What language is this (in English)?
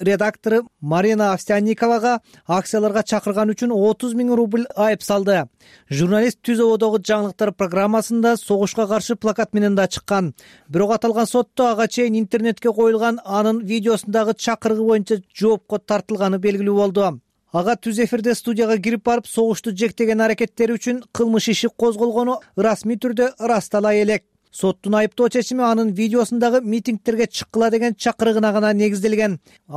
Kyrgyz